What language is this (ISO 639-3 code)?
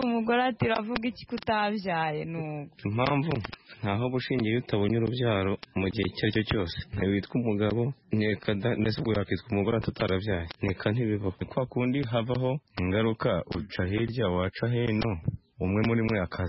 kin